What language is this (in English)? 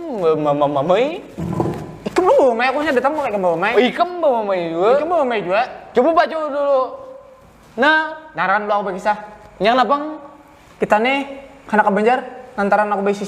Banjar